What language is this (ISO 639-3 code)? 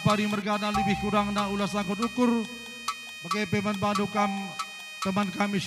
btx